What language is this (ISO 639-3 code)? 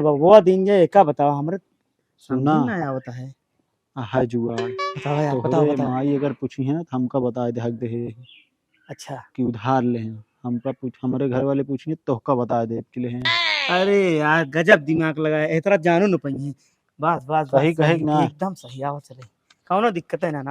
awa